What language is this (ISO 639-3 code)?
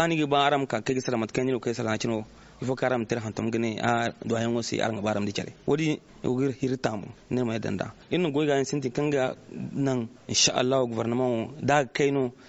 dje